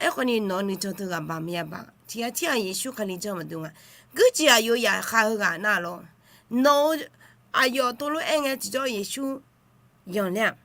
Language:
Akha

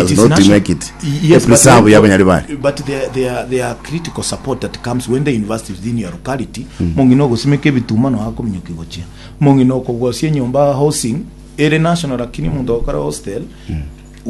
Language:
Gusii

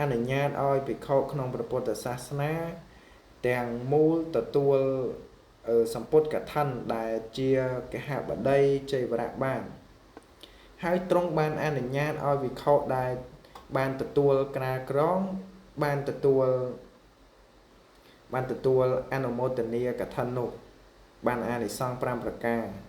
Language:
Khmer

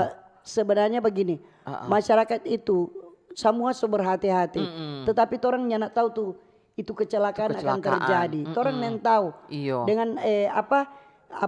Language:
Manado Malay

